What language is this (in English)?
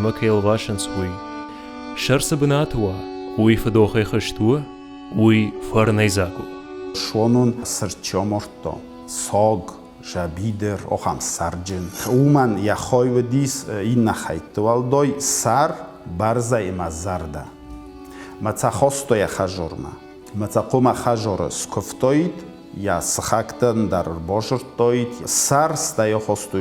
Ossetic